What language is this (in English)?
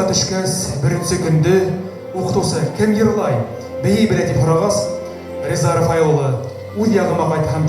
Bashkir